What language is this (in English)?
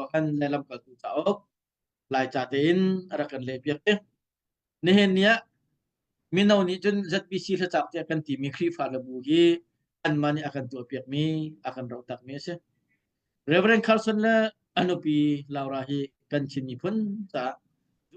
Hakha Chin